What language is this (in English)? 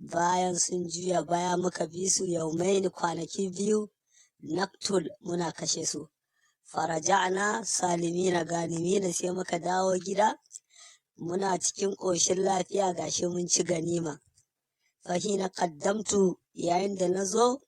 Hausa